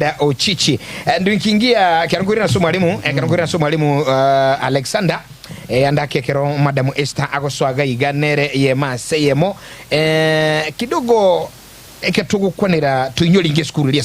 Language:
Gusii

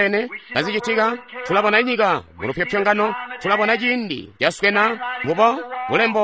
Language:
Tonga (Zambia)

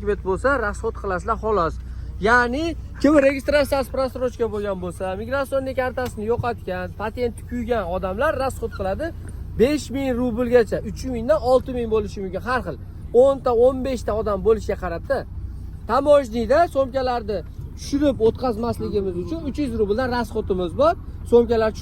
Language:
Uzbek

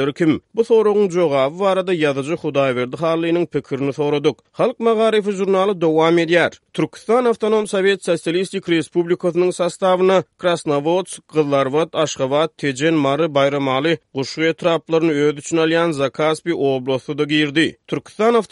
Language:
Turkmen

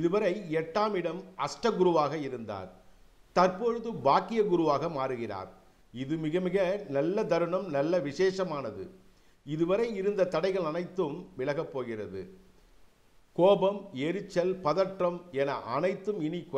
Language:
Tamil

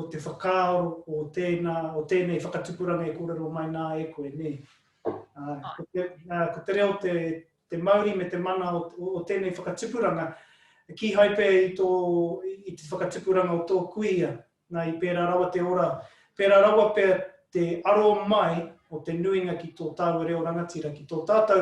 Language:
Māori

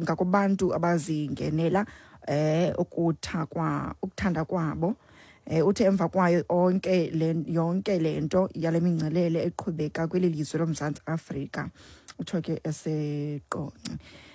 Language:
Xhosa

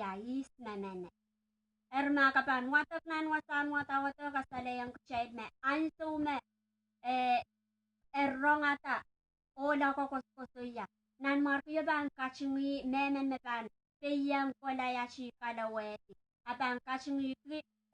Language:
Pohnpeian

